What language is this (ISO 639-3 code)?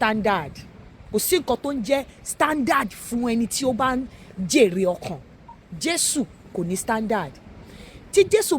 yor